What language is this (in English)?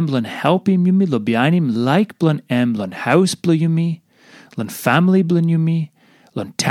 Tok Pisin